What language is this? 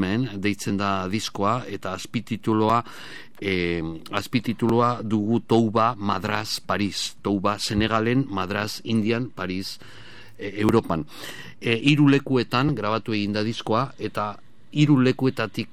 Basque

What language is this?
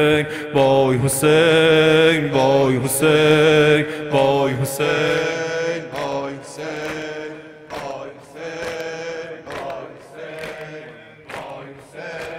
Persian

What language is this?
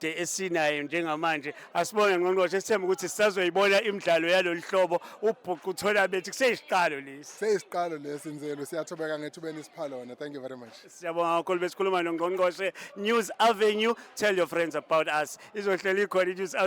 Zulu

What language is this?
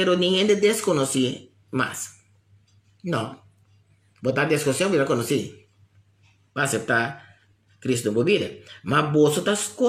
Papiamento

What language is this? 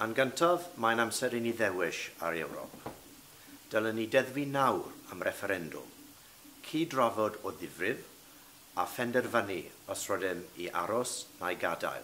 Welsh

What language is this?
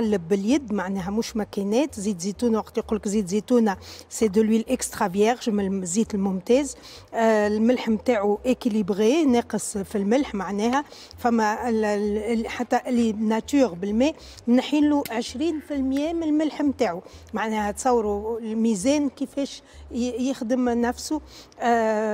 Tunisian Arabic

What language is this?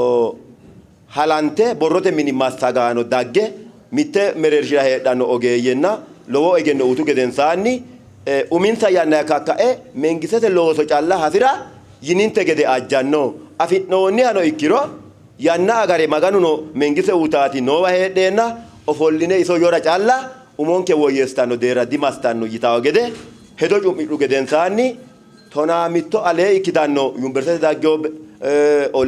Sidamo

